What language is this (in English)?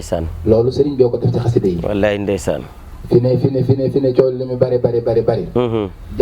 Wolof